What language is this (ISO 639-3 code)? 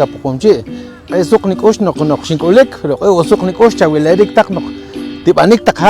poh